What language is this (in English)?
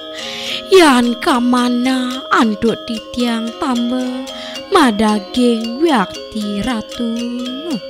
Balinese